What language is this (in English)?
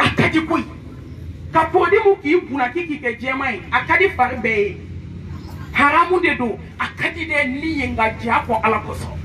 Bambara